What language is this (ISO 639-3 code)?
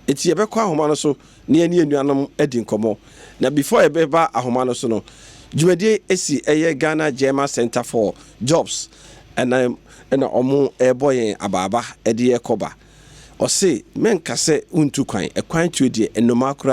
aka